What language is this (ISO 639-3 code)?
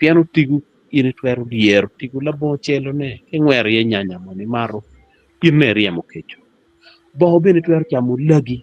ach